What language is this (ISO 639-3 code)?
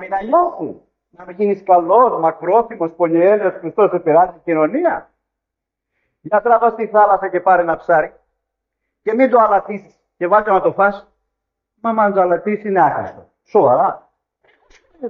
ell